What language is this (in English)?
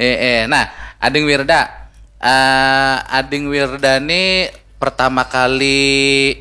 Banjar